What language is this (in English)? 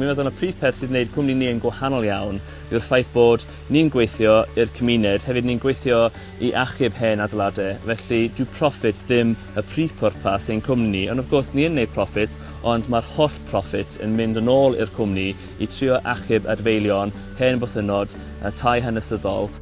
Welsh